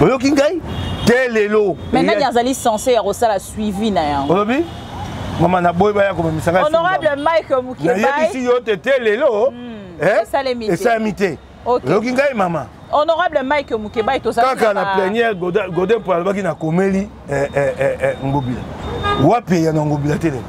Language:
Lingala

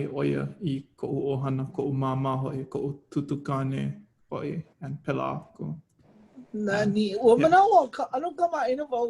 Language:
Hawaiian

